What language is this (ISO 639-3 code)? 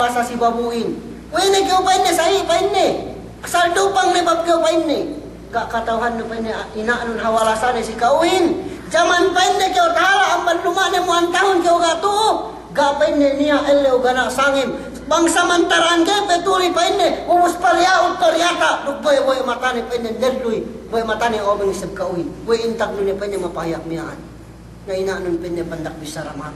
yka